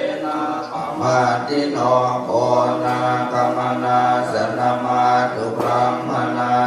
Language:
Pali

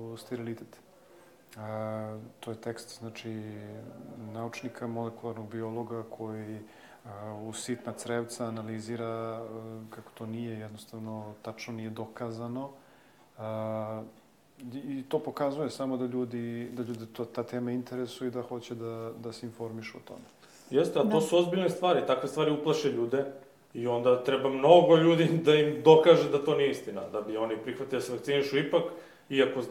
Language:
Serbian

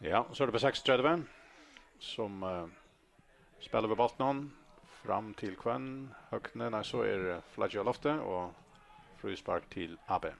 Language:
Faroese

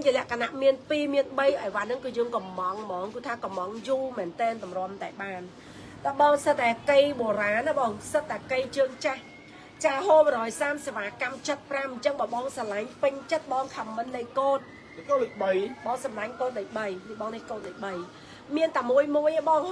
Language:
Khmer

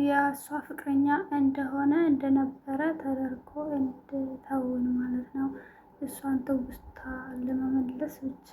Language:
Amharic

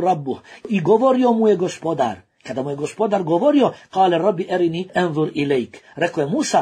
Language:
Bosnian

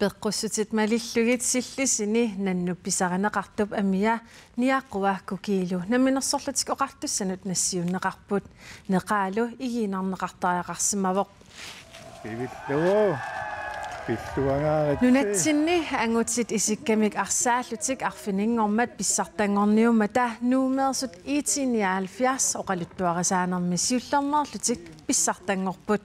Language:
Kalaallisut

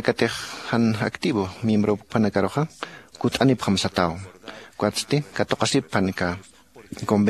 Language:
Aymara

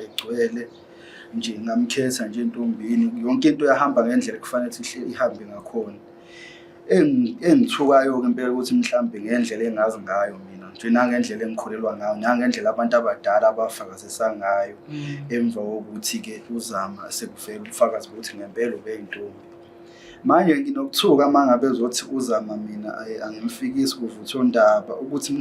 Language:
Zulu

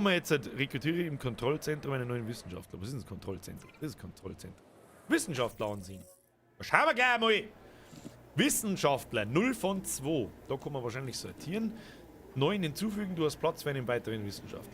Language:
Bavarian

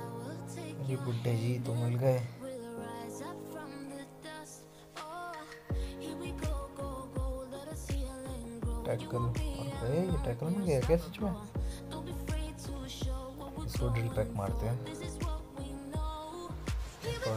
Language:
Hindi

